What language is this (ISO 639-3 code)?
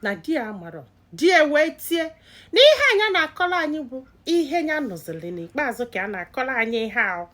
ibo